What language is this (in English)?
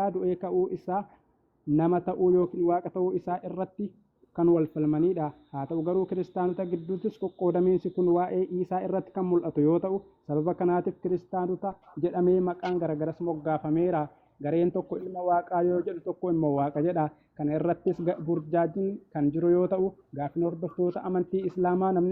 Oromo